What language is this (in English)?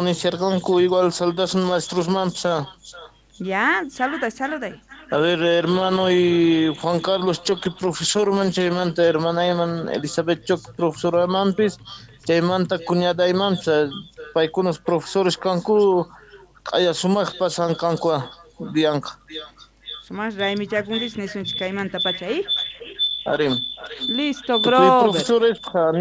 Quechua